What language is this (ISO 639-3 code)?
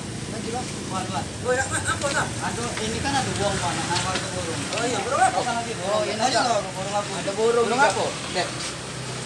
mui